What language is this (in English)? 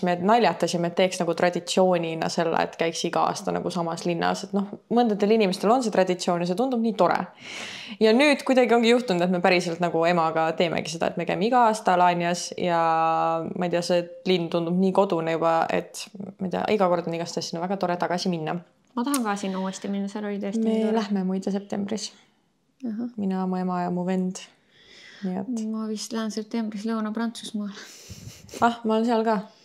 Estonian